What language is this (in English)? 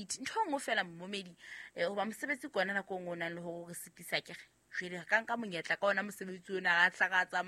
Southern Sotho